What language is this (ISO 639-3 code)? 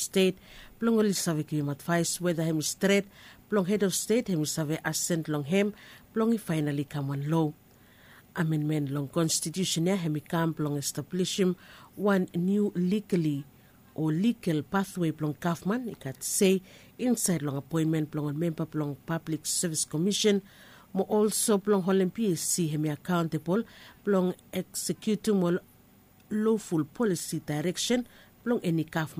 bis